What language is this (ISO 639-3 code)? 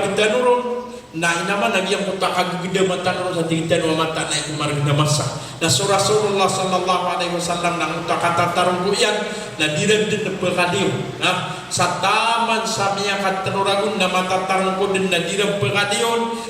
mrw